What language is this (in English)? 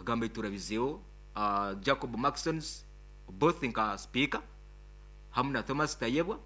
Nyoro